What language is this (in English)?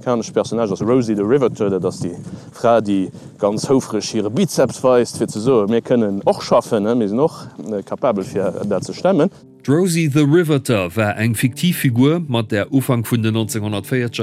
Luxembourgish